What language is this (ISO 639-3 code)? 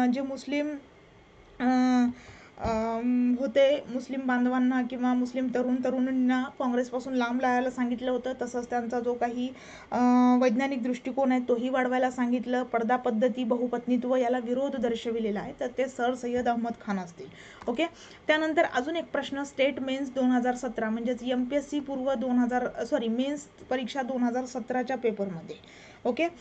mar